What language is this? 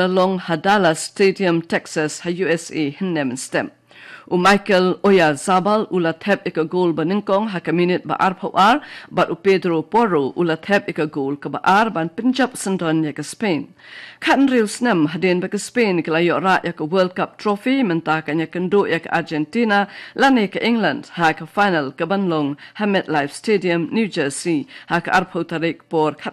Khasi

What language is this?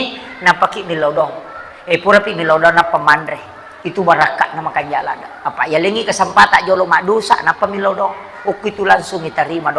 Buginese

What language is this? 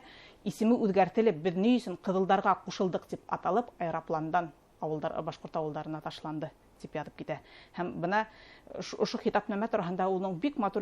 Bashkir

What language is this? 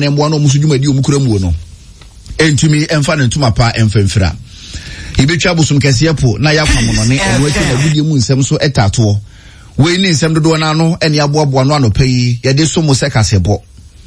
Akan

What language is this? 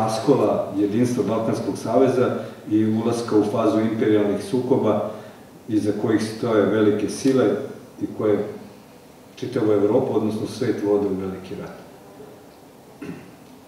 Serbian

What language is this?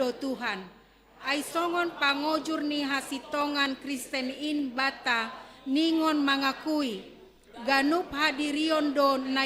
Batak Simalungun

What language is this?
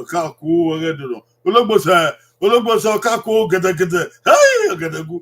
Bini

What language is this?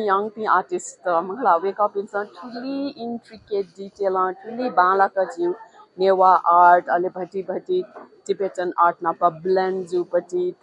Newari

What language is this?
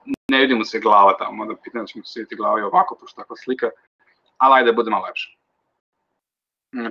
Serbian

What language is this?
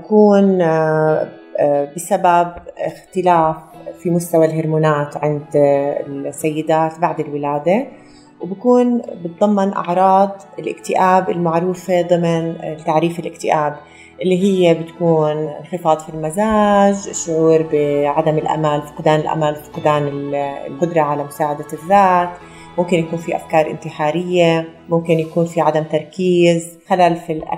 North Levantine Arabic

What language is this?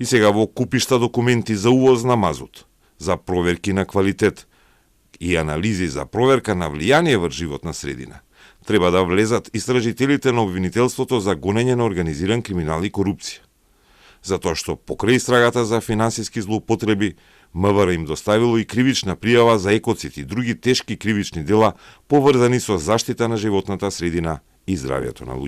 Macedonian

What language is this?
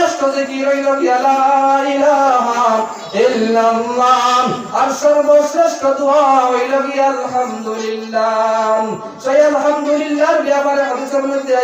Sylheti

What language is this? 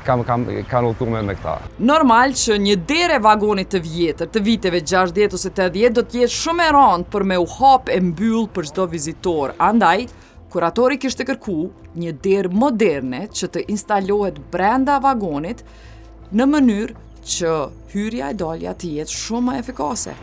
Albanian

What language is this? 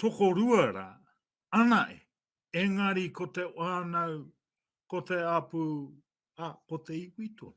Māori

